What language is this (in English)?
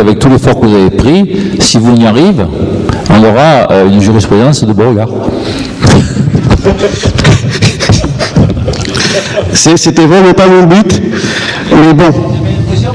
French